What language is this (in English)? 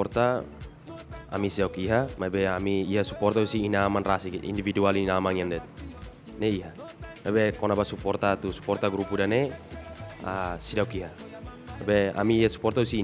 Tetum